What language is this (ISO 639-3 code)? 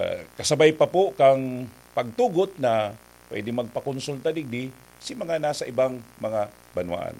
bik